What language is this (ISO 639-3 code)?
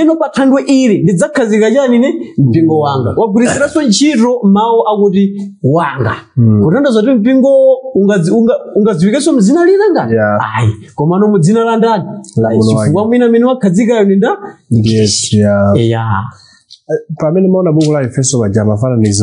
nya